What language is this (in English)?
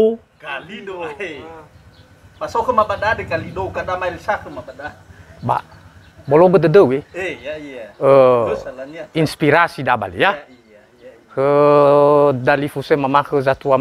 Nias